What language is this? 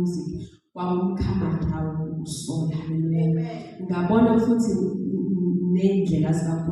Zulu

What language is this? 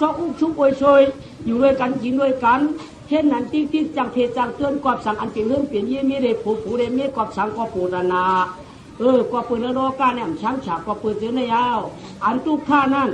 Shan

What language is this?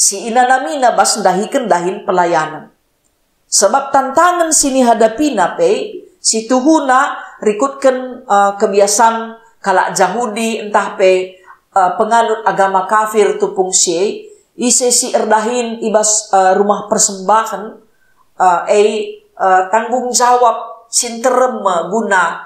Batak Karo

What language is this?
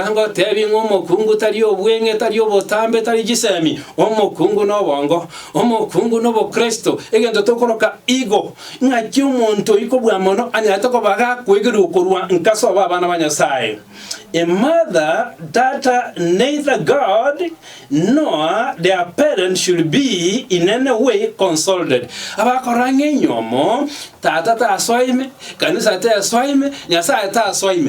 Gusii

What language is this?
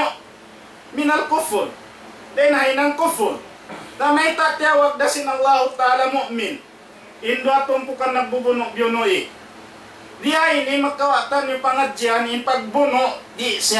Tausug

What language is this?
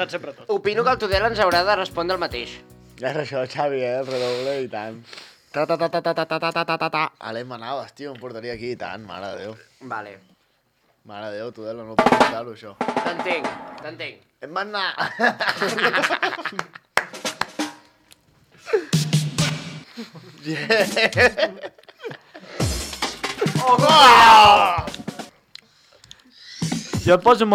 Catalan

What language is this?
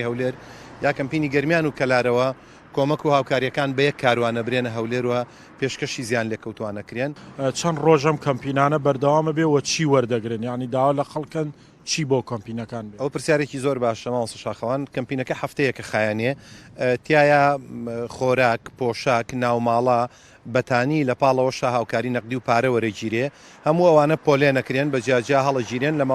Central Kurdish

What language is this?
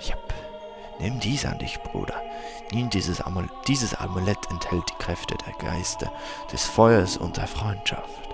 Swiss German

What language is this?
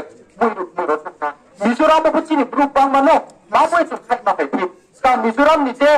Riang (India)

